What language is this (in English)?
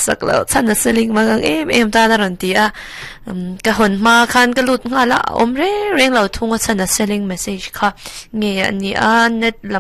Mizo